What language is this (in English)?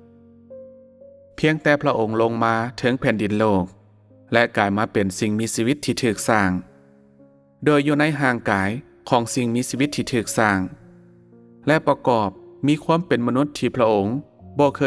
Lao